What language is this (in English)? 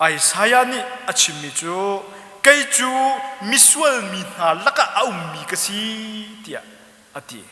Hakha Chin